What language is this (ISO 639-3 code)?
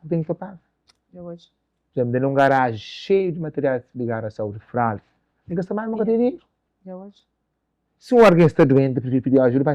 kea